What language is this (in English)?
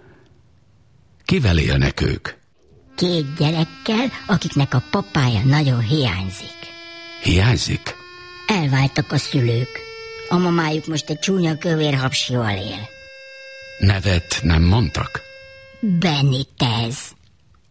Hungarian